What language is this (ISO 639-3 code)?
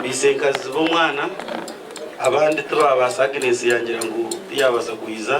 nyn